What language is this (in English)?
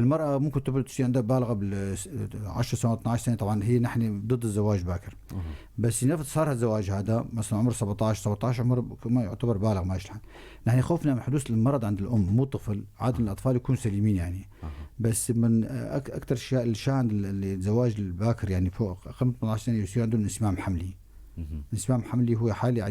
North Levantine Arabic